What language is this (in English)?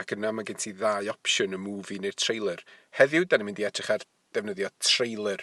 Welsh